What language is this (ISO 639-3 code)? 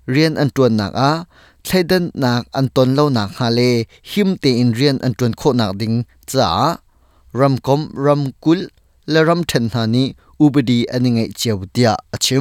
cnh